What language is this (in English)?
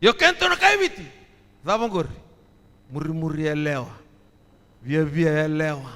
Fijian